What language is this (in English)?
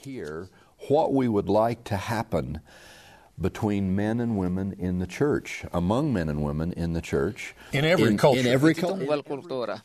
Iloko